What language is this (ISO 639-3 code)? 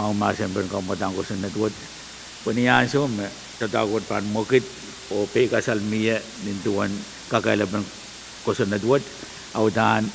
pon